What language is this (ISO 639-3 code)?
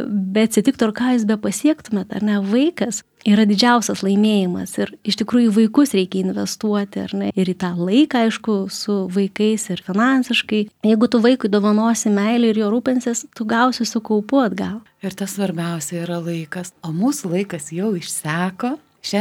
lit